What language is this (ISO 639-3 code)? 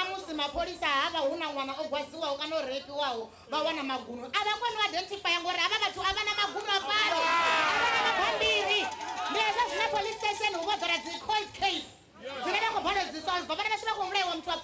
ven